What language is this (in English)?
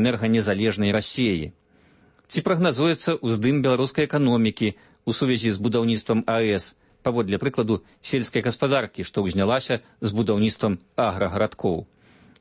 Belarusian